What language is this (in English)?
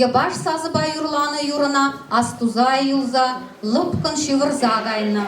Chuvash